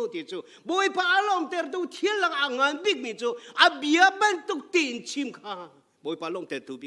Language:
Hakha Chin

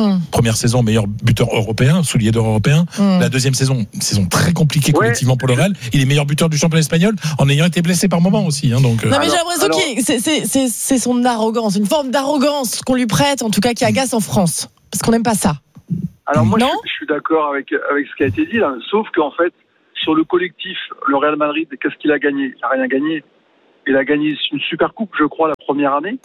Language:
French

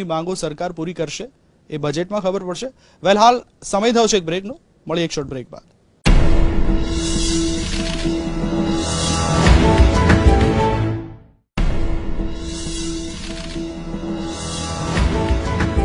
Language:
Gujarati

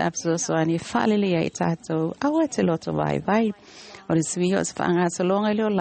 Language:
Samoan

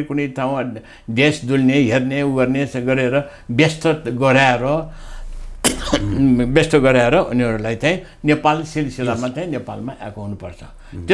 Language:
Nepali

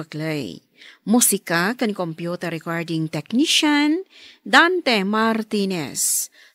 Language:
Iloko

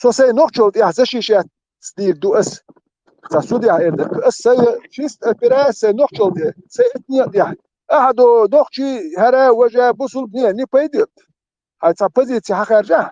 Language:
Chechen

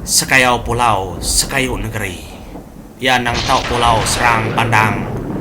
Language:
Iban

